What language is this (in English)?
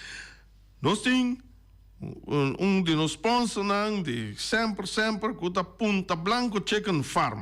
Papiamento